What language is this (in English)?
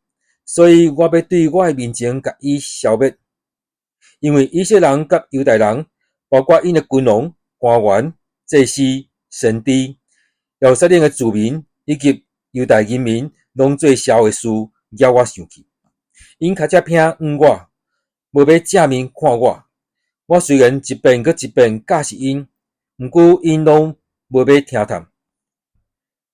Min Nan Chinese